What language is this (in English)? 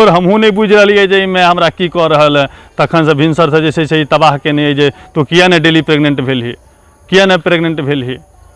Maithili